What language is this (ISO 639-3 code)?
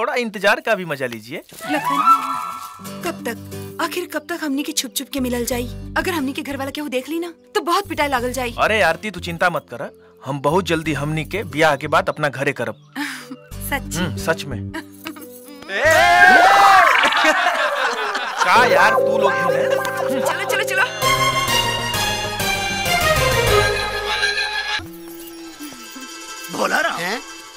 bho